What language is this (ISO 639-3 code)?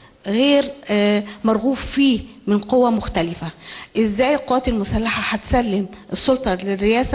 arz